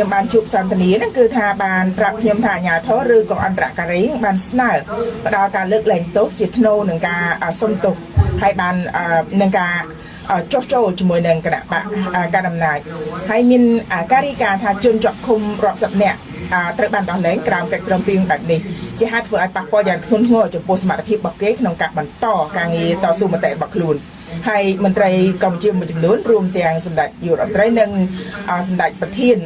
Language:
Khmer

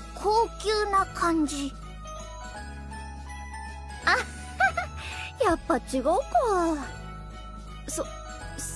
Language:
Japanese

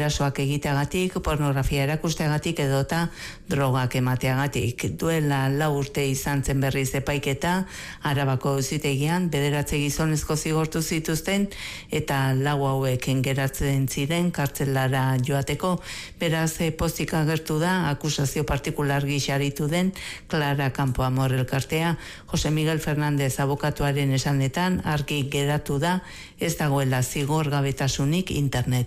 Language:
Basque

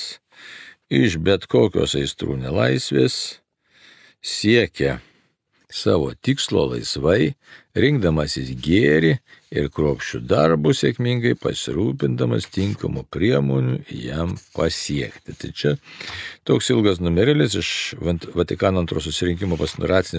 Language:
Lithuanian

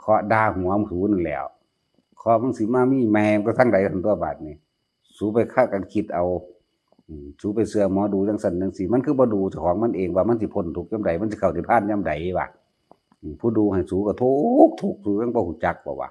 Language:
Northeastern Thai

